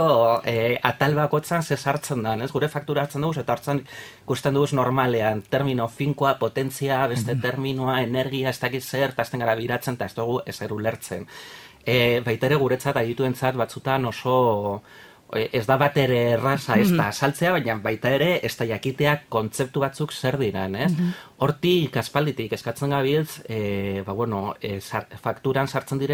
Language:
Basque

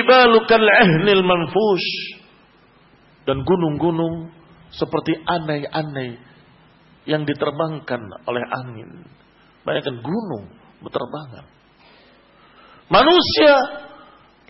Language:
Indonesian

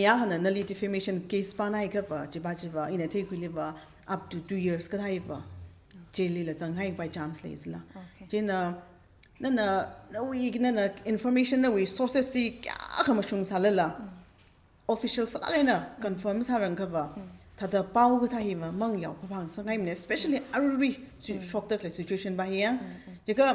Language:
Tangkhul Naga (India)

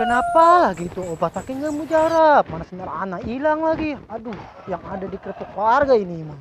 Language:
Betawi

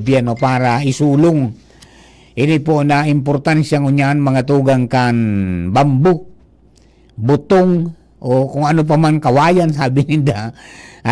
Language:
Bikol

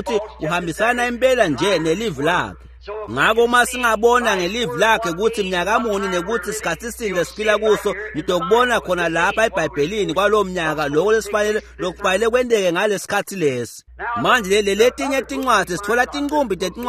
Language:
Swati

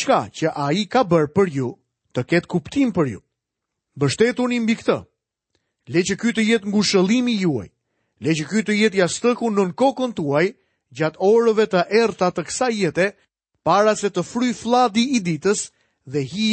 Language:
Albanian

